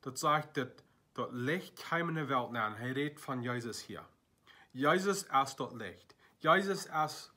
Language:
Plautdietsch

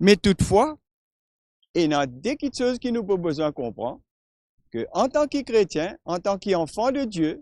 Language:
Morisyen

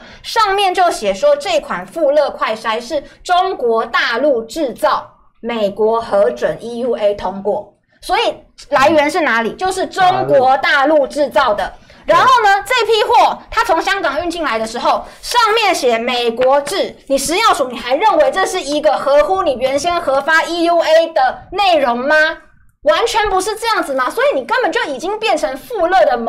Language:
Chinese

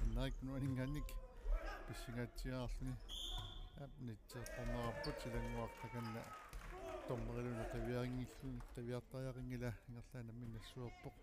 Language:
Kalaallisut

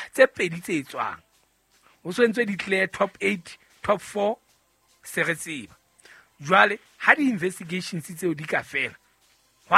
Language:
Southern Sotho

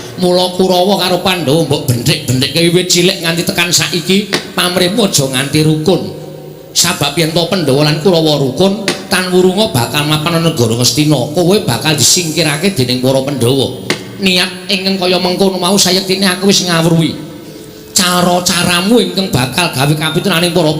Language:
Javanese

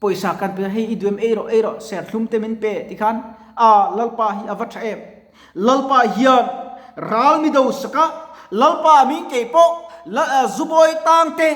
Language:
Mizo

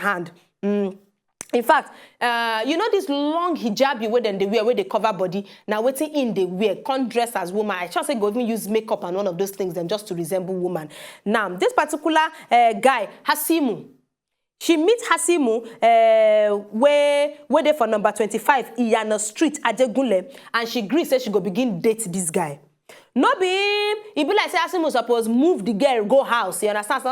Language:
Nigerian Pidgin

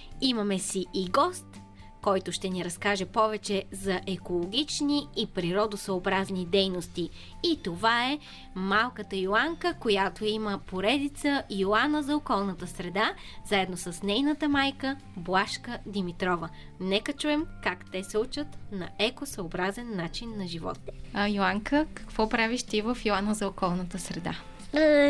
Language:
Bulgarian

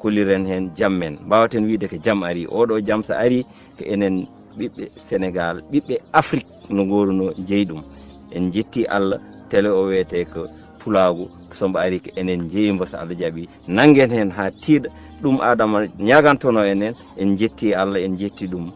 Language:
Fula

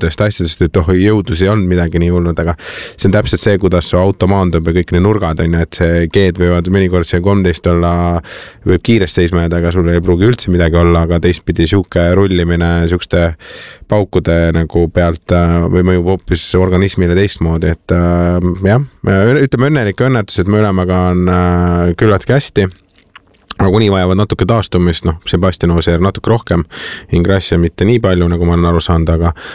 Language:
Estonian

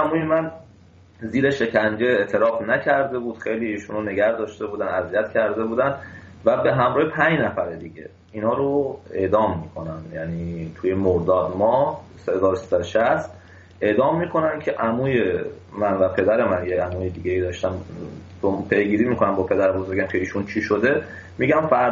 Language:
Persian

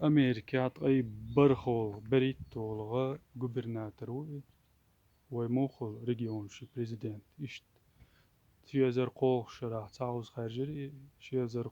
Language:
Chechen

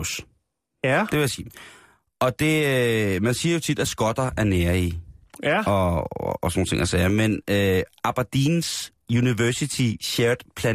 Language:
Danish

